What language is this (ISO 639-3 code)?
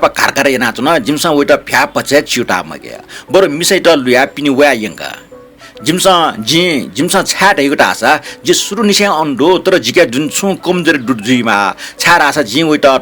new